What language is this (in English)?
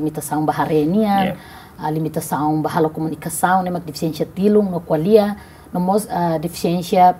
Tetum